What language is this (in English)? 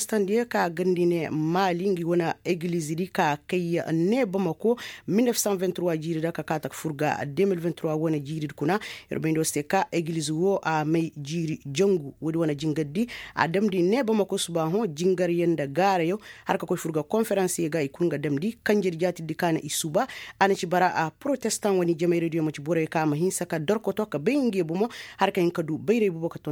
Koyraboro Senni